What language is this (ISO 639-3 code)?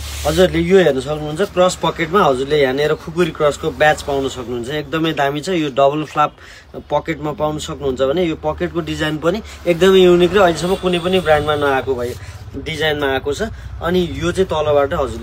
nep